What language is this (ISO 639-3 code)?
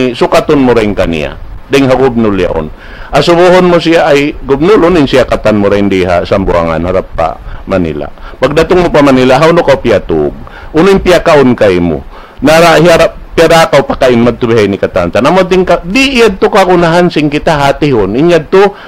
tsg